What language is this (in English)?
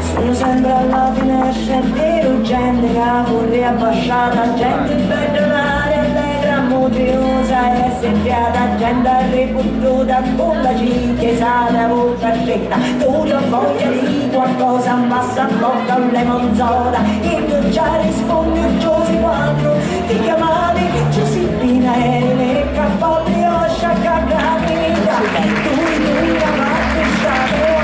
Sicilian